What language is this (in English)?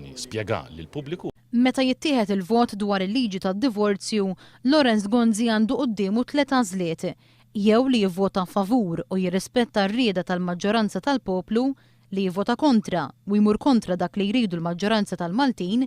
Maltese